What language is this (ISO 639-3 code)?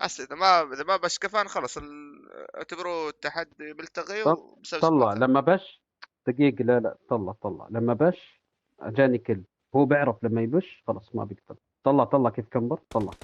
apc